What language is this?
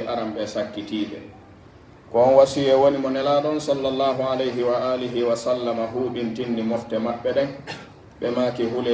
Pular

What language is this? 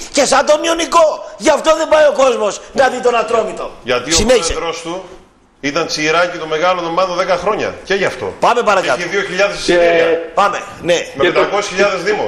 Greek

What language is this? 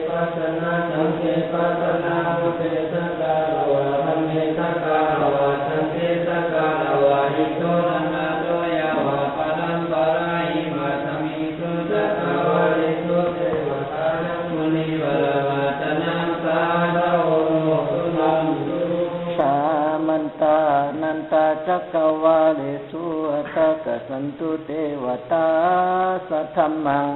Pali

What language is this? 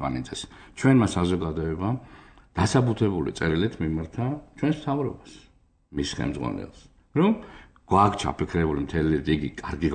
Georgian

